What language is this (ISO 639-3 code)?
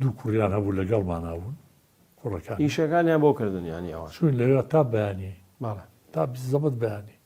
ckb